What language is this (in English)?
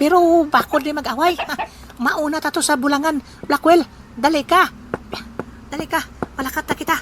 Hiligaynon